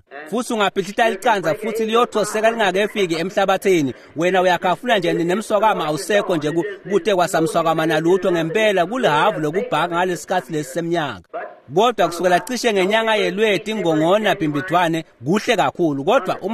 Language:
Swati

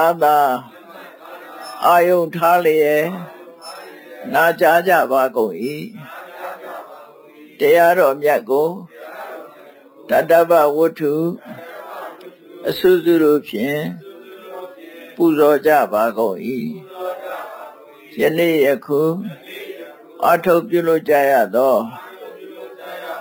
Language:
Burmese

